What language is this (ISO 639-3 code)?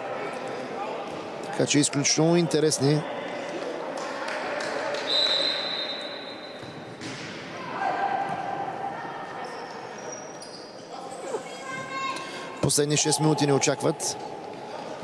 bul